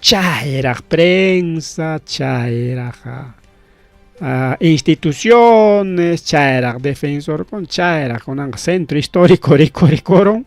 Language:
Ayacucho Quechua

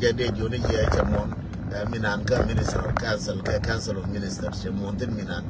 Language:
Nuer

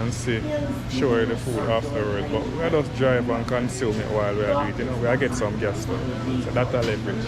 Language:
Jamaican Creole English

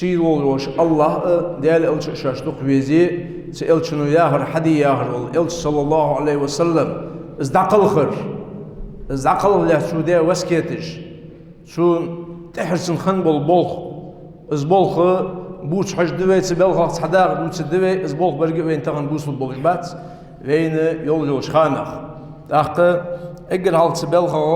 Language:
Ingush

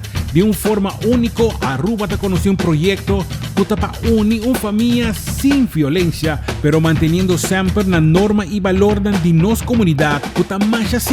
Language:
Papiamento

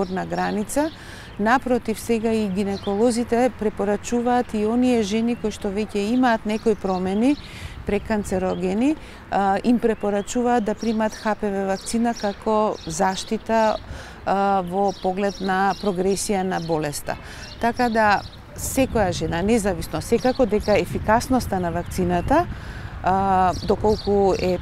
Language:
Macedonian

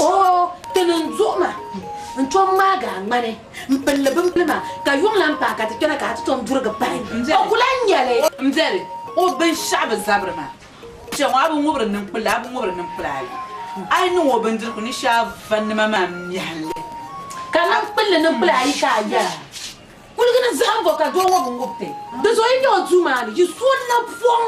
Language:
Dagbani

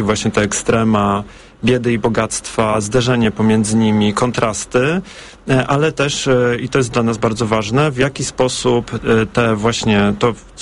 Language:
Polish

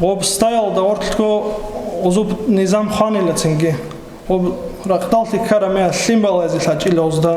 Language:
Avaric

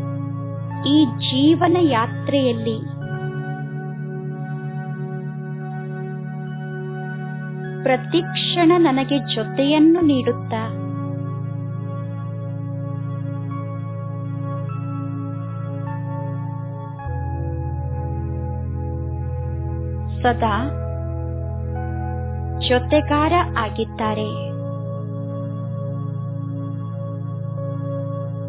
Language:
Kannada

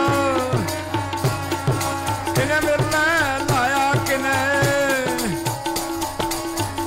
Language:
Punjabi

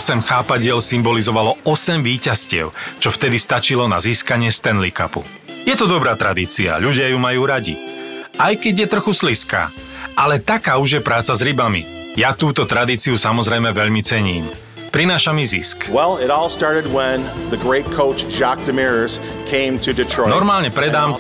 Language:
Slovak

